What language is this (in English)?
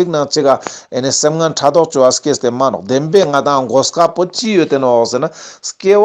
Ladakhi